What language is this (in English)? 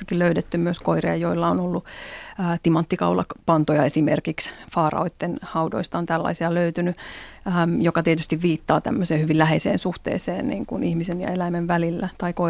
Finnish